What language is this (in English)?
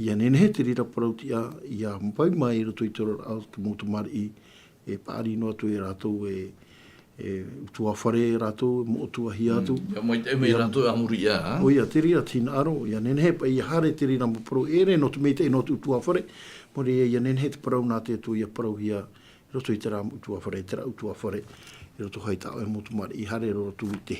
Tahitian